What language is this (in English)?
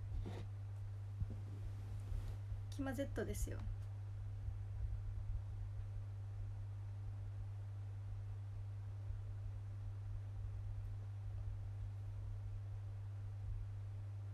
Japanese